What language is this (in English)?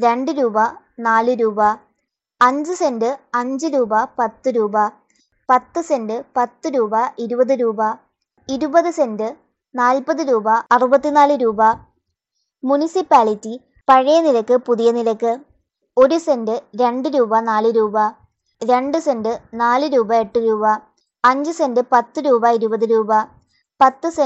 Malayalam